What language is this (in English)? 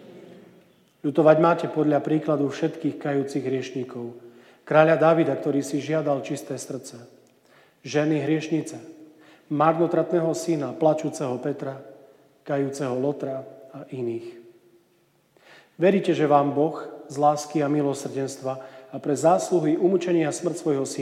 Slovak